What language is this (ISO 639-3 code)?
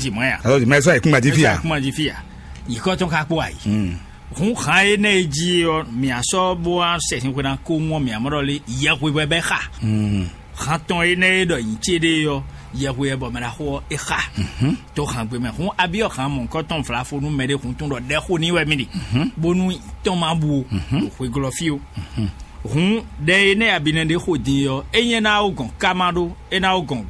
fon